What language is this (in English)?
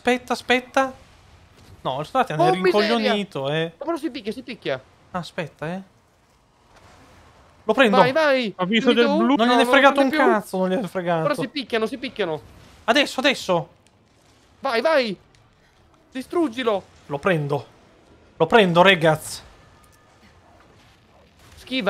Italian